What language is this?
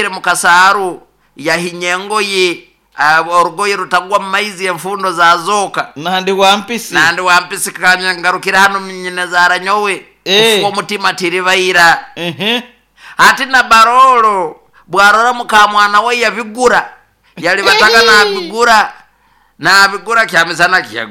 Nyoro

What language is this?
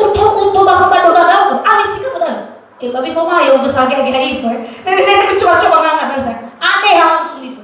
Nias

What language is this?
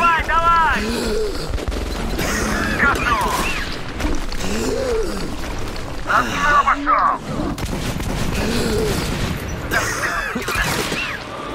Russian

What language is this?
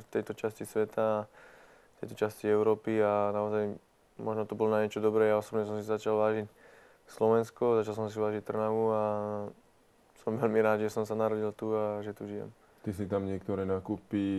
Slovak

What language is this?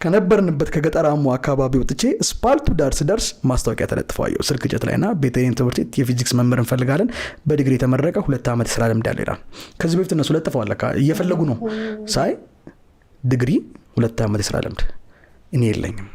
Amharic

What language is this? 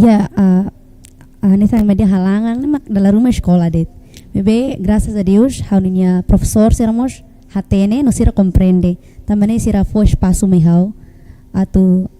Tetum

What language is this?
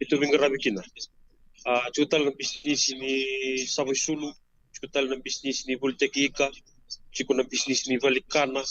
Fijian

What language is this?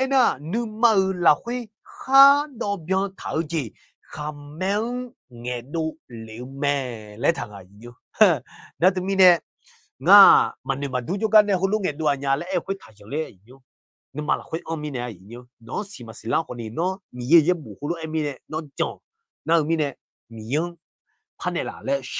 Akha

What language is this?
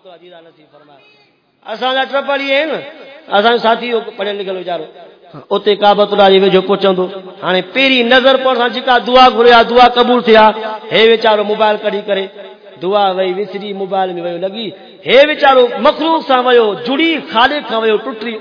Saraiki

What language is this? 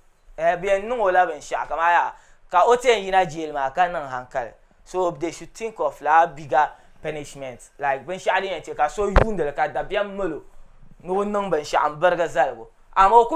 Dagbani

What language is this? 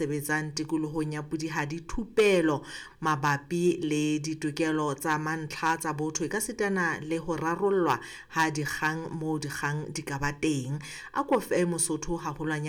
Southern Sotho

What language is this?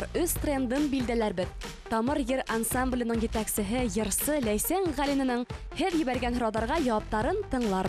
Bashkir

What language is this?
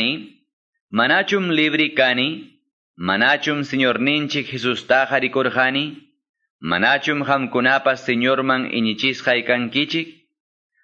Quechua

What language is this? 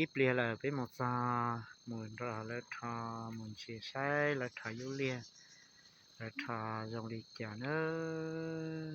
Hmong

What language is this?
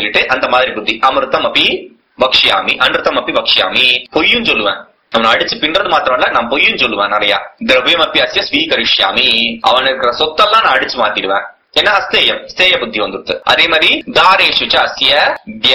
Tamil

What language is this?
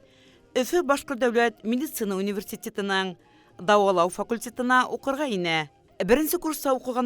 Bashkir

